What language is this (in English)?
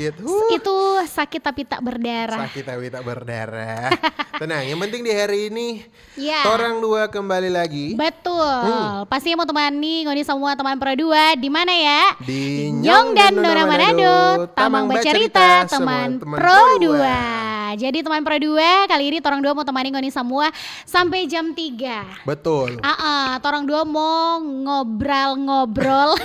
Manado Malay